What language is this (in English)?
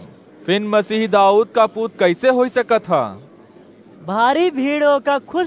Awadhi